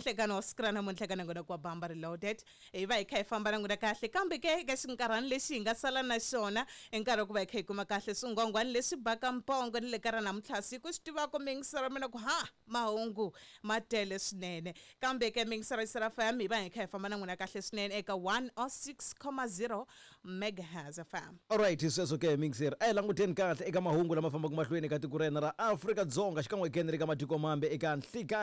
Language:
Tsonga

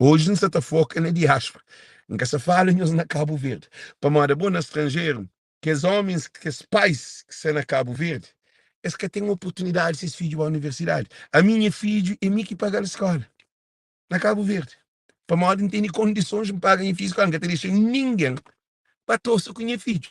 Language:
Kabuverdianu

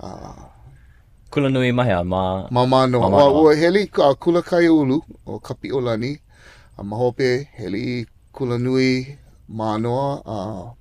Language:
Hawaiian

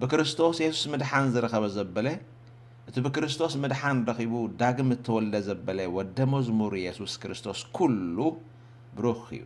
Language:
Tigrinya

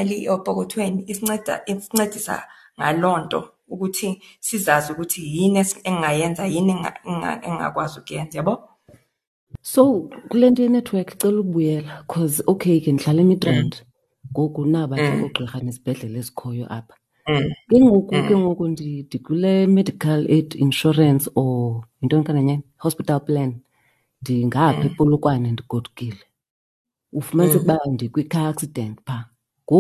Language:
Xhosa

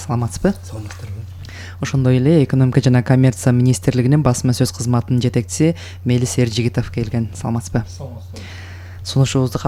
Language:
Kyrgyz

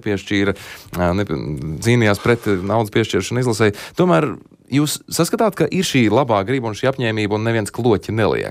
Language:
Latvian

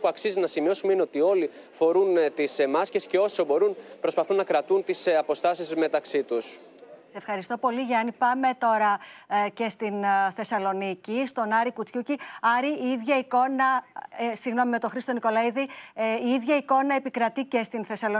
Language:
Greek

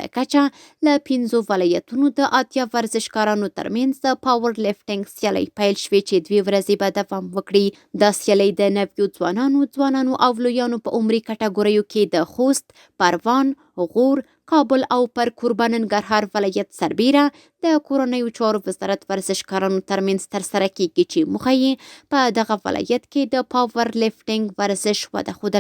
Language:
Pashto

